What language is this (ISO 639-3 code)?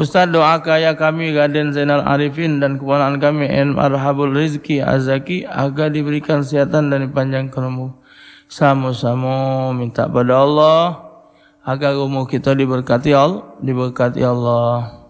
mui